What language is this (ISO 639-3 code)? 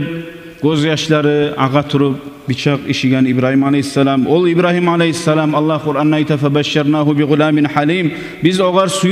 kum